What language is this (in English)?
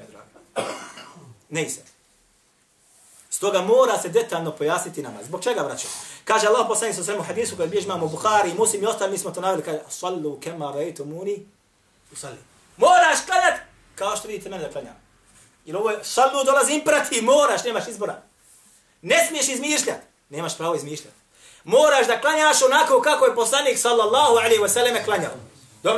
Bosnian